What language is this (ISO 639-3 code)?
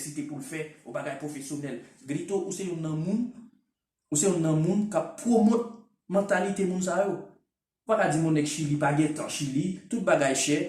hat